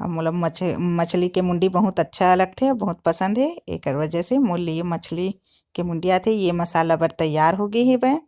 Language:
Chhattisgarhi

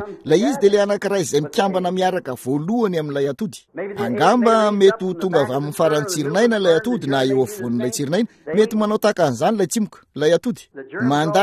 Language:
Malagasy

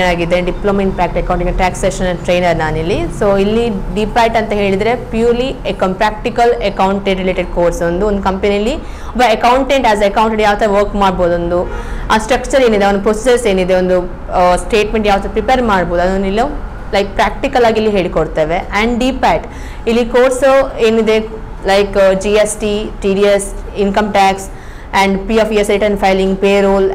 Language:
Kannada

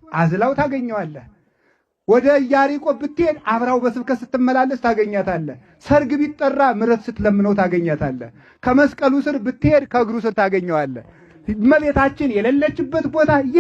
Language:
Amharic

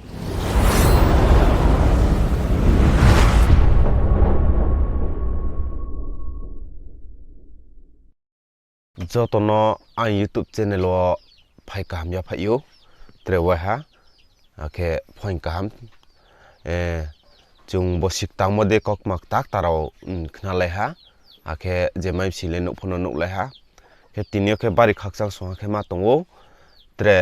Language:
Riang (India)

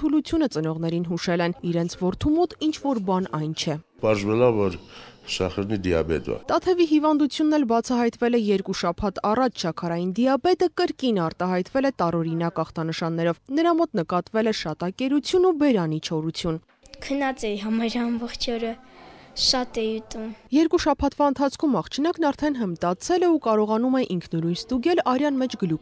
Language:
Armenian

